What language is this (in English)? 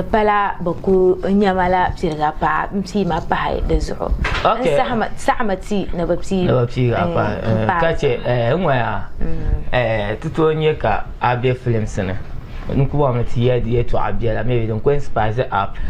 Dagbani